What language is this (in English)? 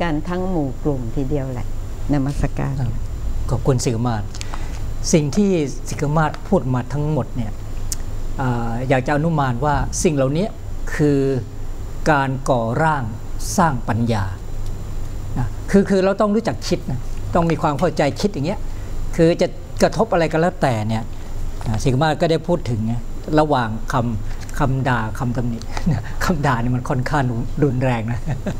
Thai